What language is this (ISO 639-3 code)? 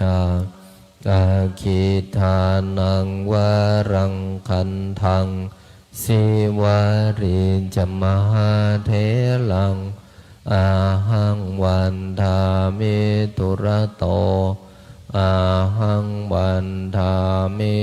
pli